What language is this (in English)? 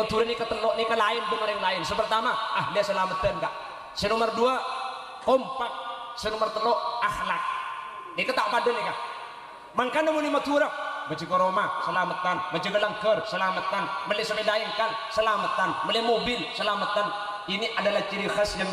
Madurese